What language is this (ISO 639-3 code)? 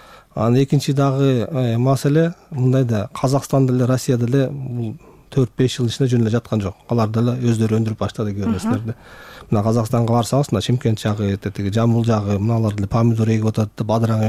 kir